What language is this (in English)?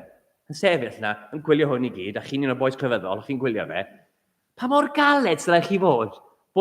Welsh